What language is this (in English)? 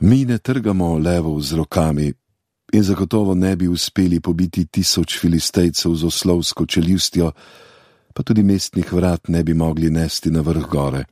Slovenian